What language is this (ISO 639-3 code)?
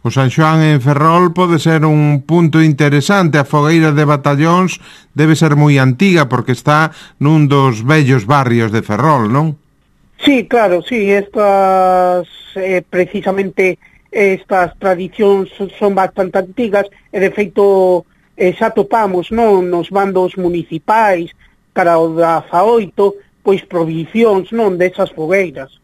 glg